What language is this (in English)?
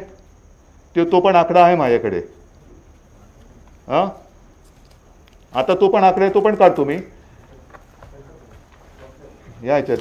Marathi